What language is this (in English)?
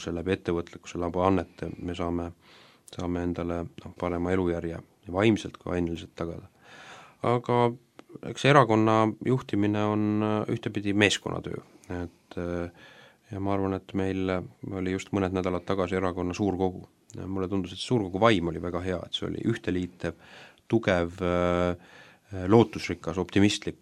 Estonian